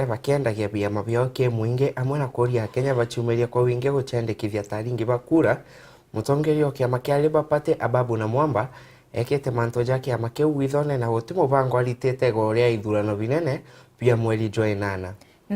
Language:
Meru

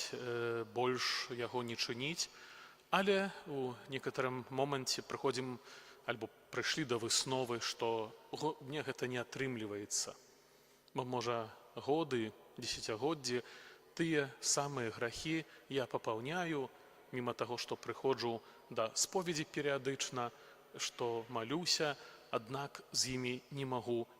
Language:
Belarusian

